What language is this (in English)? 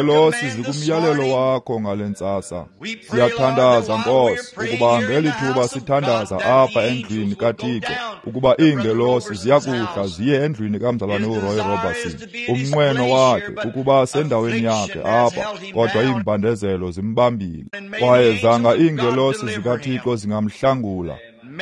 Xhosa